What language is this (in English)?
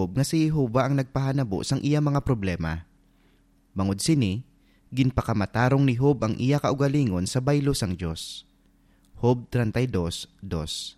Hiligaynon